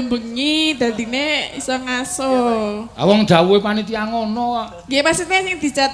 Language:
Javanese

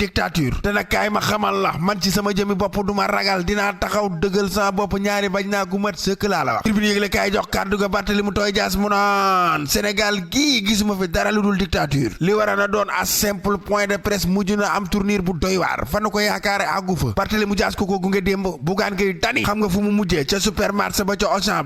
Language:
Wolof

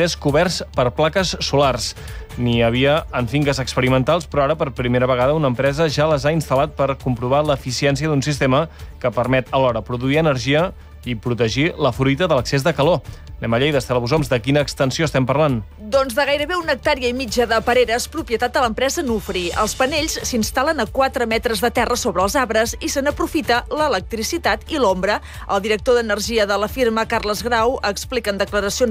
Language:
Catalan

